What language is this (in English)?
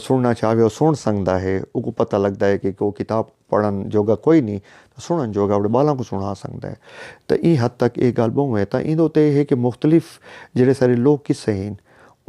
Saraiki